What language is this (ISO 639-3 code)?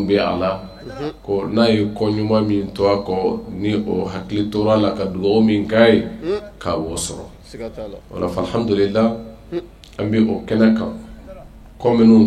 bam